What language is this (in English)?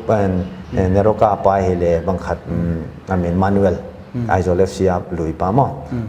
Paite Chin